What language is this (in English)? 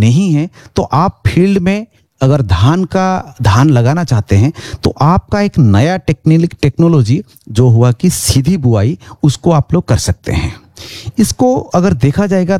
Hindi